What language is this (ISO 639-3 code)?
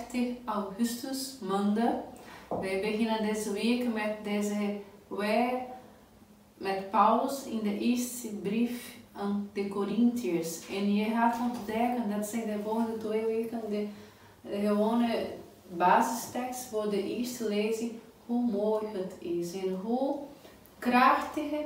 nld